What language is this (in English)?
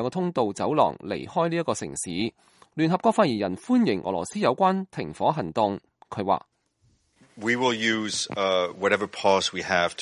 Cantonese